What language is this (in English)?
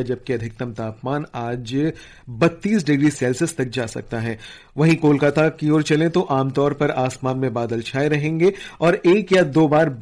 Hindi